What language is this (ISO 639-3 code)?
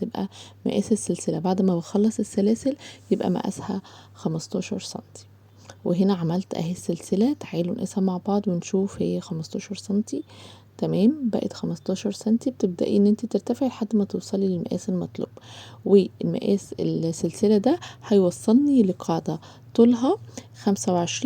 arz